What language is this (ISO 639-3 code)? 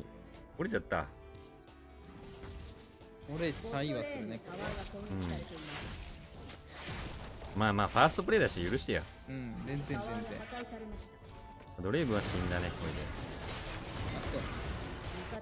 jpn